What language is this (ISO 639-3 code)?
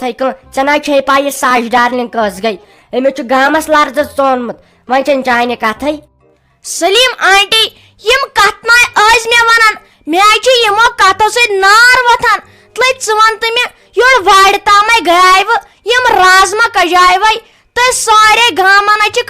kas